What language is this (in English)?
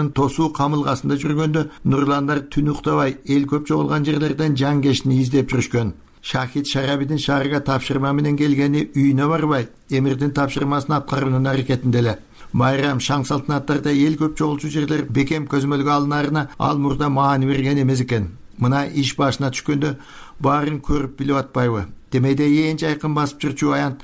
Kyrgyz